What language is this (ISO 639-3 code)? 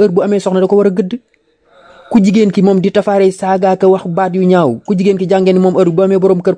wol